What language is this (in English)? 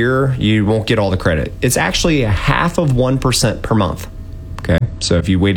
English